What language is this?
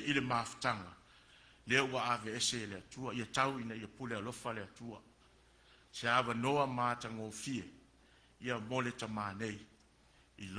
Samoan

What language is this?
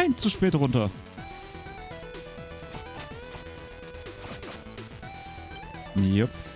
German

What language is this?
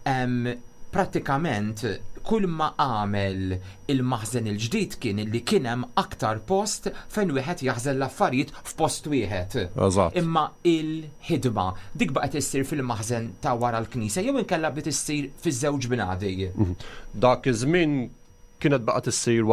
Maltese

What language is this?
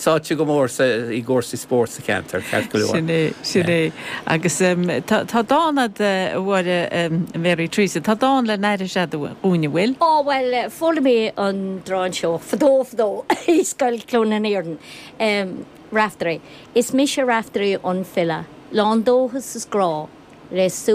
Irish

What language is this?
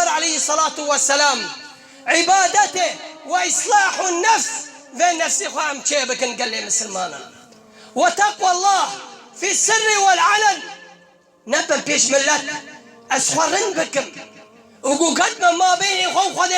Kurdish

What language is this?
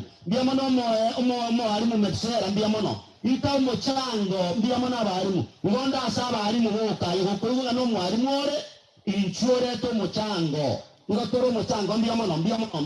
Gusii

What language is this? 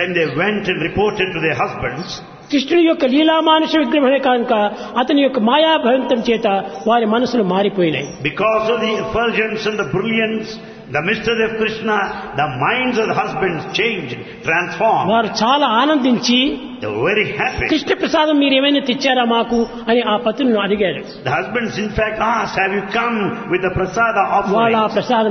Telugu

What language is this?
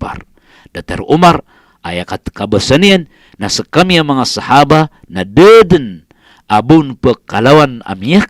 Maranao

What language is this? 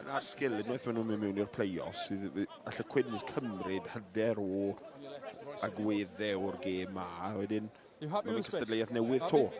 Welsh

